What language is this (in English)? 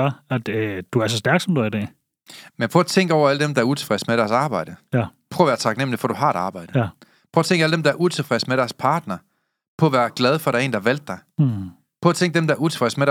Danish